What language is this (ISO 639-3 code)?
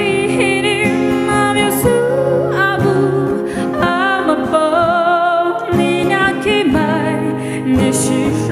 pmx